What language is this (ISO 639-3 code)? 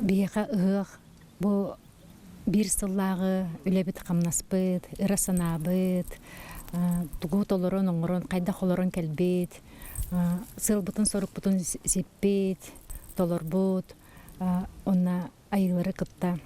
sah